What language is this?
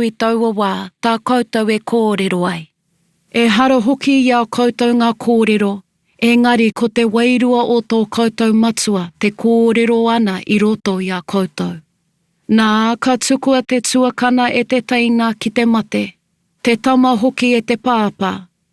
Māori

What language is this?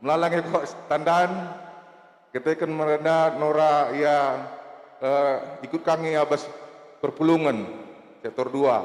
Batak Karo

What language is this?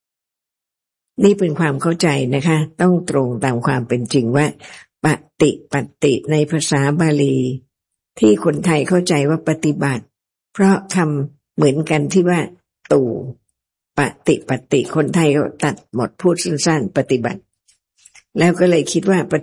Thai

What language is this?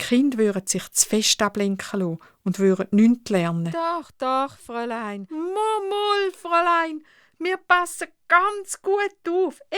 Swiss German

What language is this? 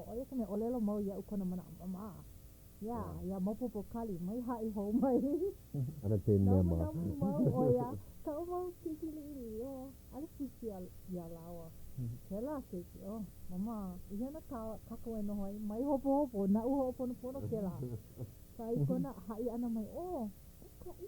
Hawaiian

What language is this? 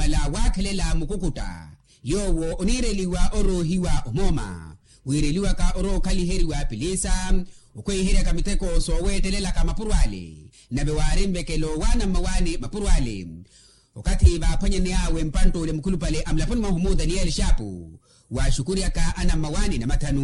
Makhuwa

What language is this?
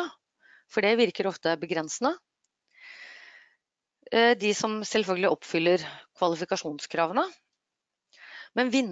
Norwegian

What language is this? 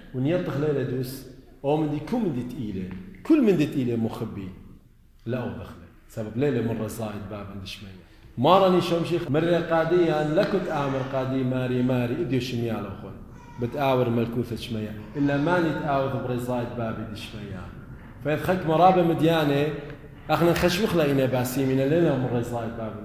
Assyrian Neo-Aramaic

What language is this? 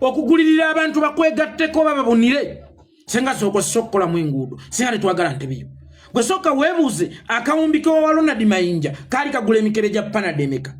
Ganda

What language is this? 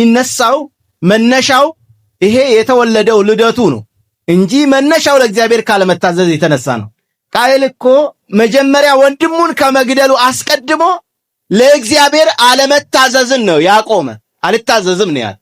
Amharic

